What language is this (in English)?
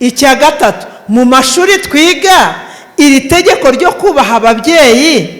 Kinyarwanda